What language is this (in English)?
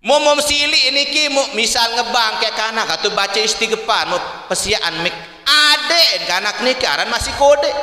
Sasak